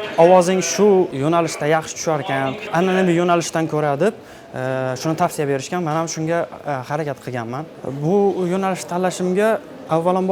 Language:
Uzbek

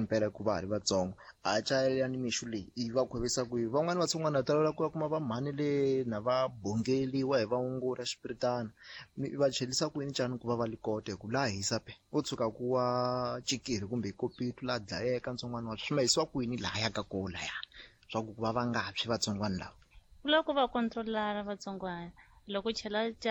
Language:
Tsonga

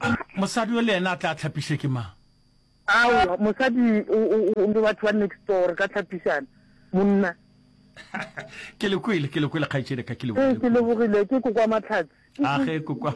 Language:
Northern Sotho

